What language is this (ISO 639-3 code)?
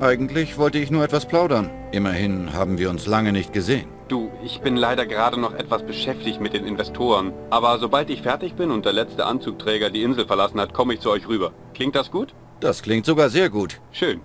bar